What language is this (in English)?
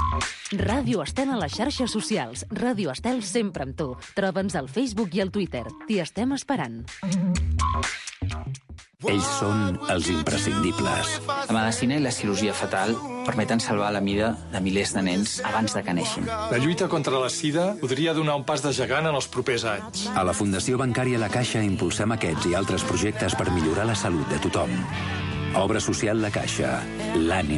Catalan